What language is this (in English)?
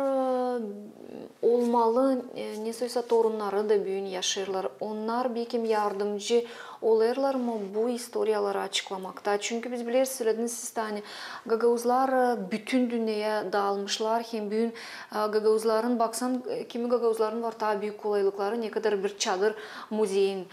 Gagauz